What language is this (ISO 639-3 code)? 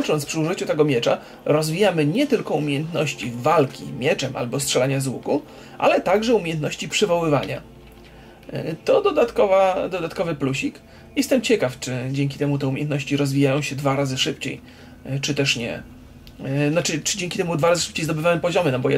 pol